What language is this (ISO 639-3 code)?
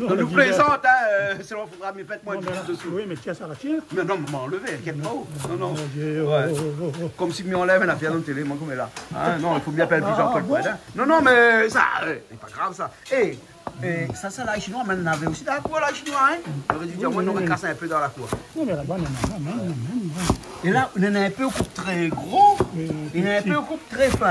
rcf